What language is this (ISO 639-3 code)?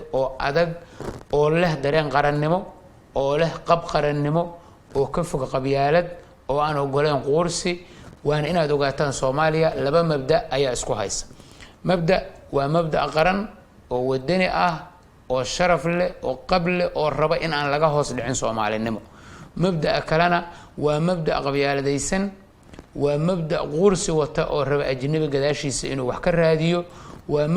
som